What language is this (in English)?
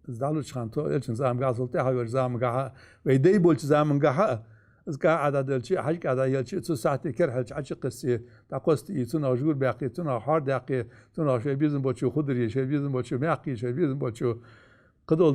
Ingush